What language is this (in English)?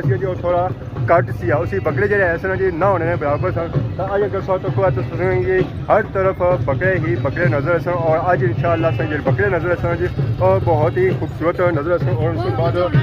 Pahari-Potwari